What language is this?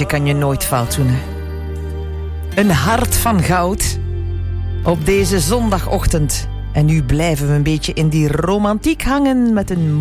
Dutch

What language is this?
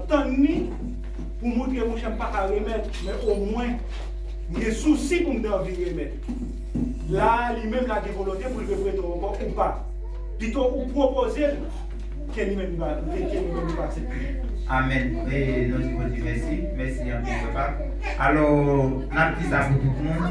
Haitian Creole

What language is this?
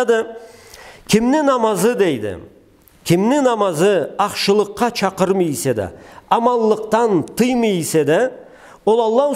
Karachay-Balkar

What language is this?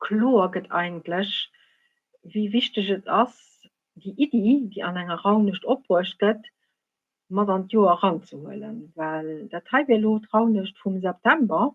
Luxembourgish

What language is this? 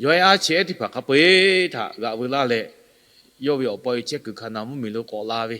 Lahu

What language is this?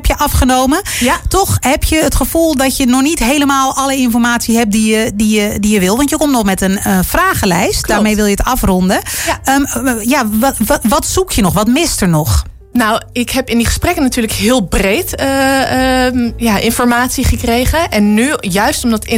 Dutch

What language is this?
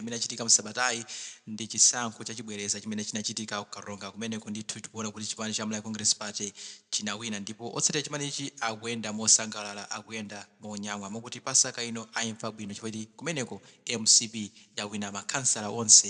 Nyanja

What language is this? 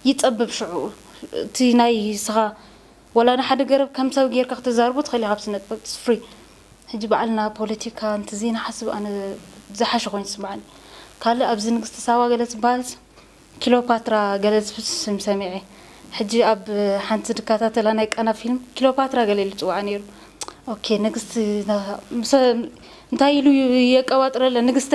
Tigrinya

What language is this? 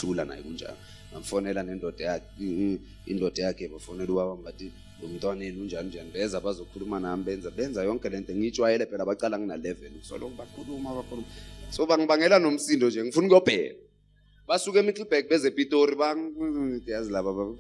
Zulu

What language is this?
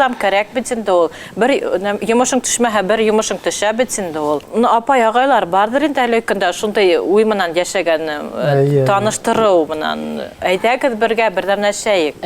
Bashkir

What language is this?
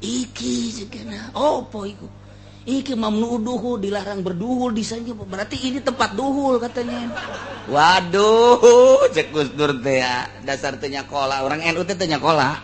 Sundanese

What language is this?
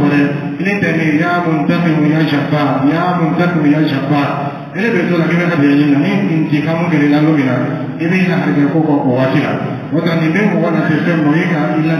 Dyula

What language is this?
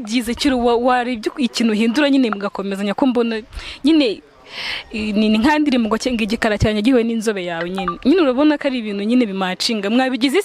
Kinyarwanda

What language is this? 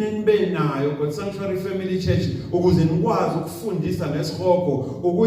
Zulu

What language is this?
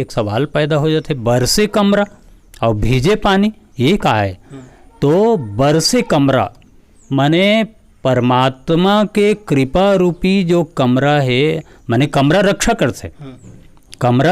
Chhattisgarhi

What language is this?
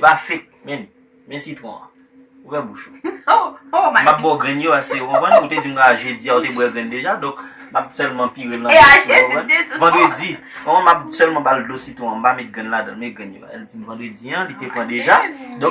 Haitian Creole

